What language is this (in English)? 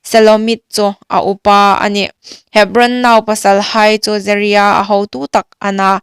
Hmar